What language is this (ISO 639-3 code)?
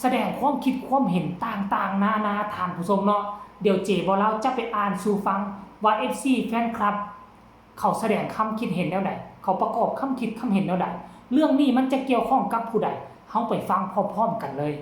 tts